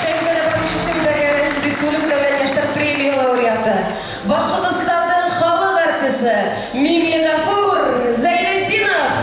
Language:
Bashkir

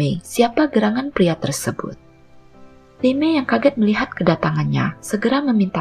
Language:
Indonesian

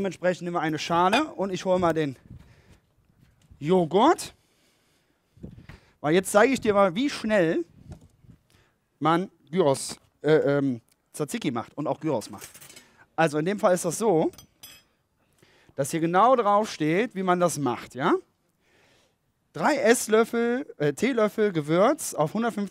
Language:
German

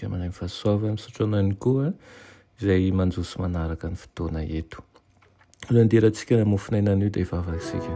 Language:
Malagasy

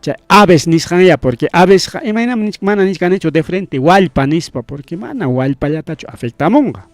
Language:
Ayacucho Quechua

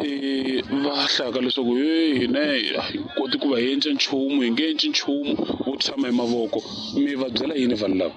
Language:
Tsonga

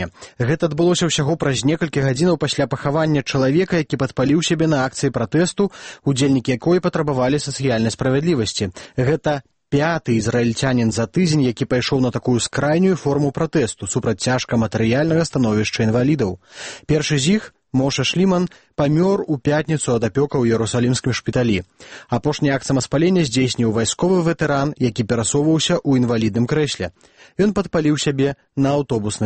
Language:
Belarusian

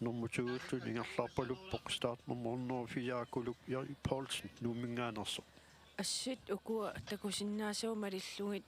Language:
Kalaallisut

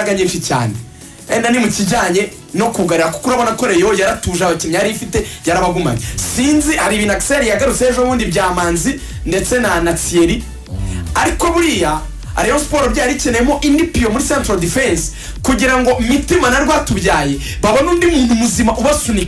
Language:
Kinyarwanda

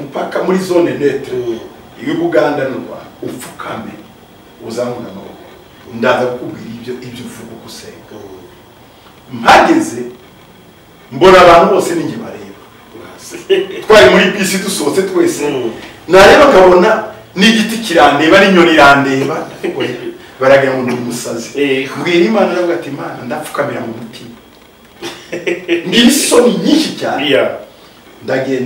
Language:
Kinyarwanda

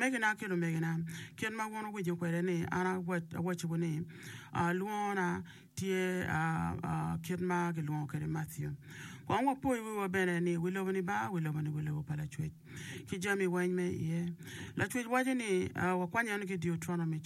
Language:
Acoli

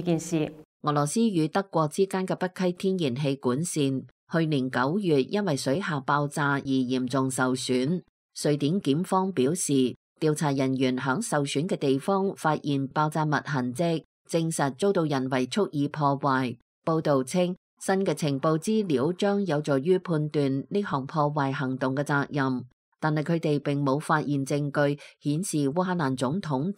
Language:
Cantonese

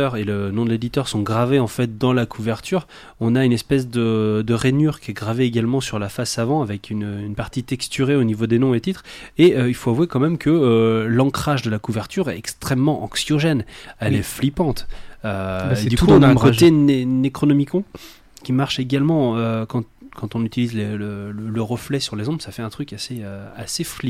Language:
French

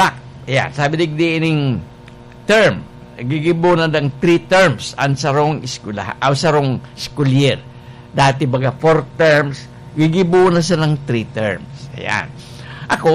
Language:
Bikol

